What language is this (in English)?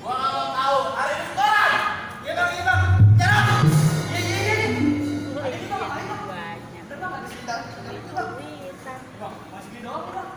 Betawi